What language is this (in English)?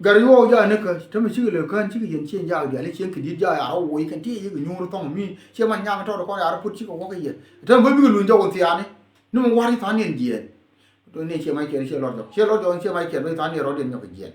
Nuer